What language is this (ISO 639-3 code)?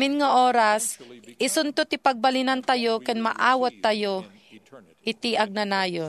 ilo